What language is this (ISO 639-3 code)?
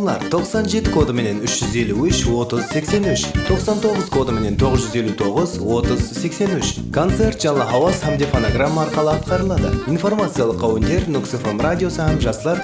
kaa